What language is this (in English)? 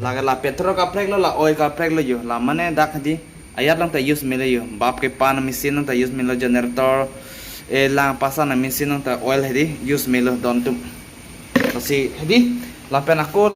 Karbi